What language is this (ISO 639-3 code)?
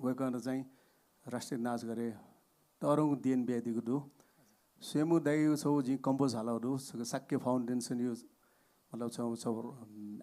new